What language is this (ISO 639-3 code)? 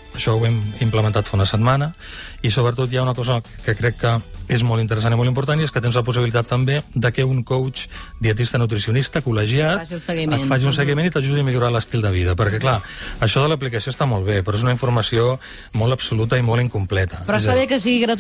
cat